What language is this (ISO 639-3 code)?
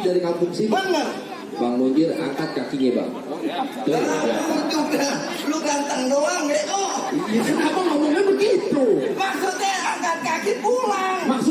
bew